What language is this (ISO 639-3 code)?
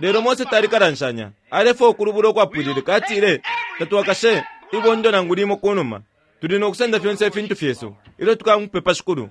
bem